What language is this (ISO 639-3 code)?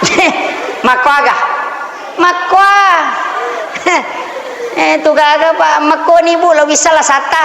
bug